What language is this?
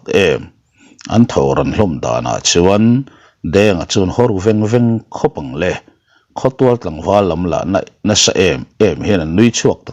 Mizo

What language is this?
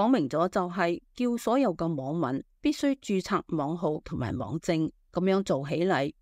Cantonese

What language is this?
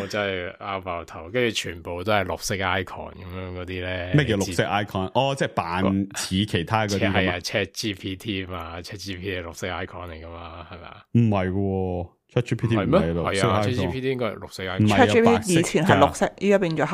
Cantonese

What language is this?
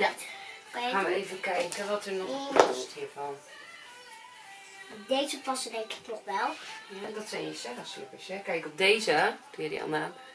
Dutch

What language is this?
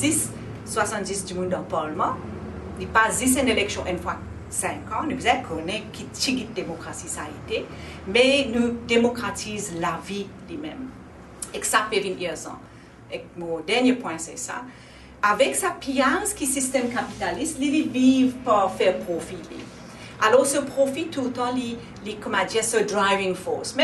Morisyen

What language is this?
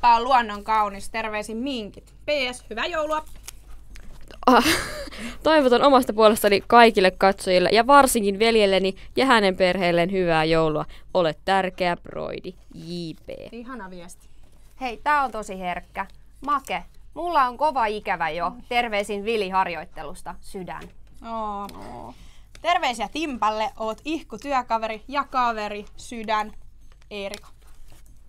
Finnish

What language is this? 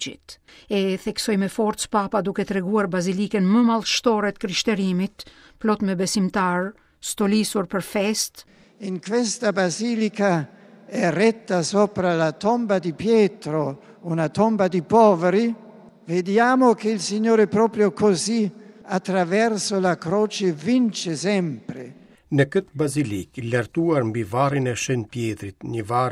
Albanian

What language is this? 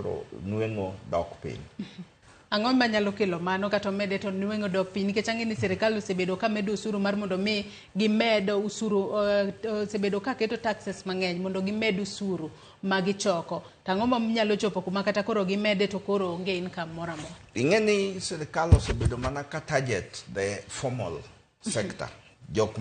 Luo (Kenya and Tanzania)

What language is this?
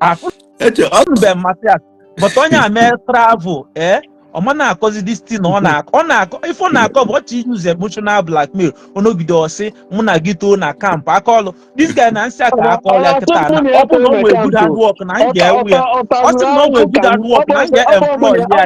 Igbo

